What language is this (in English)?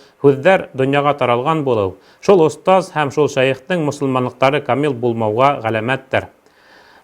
Bashkir